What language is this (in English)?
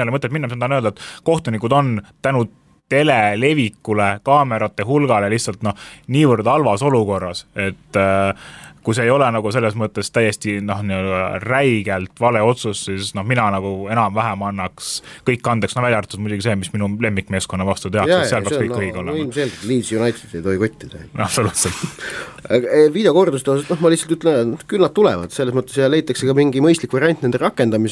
Estonian